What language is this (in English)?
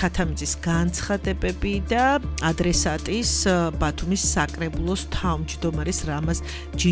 Georgian